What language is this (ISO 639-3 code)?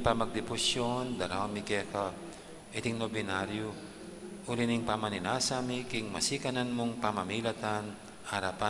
pam